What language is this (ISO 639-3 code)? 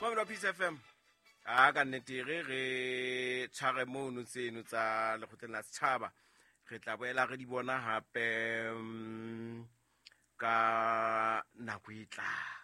sot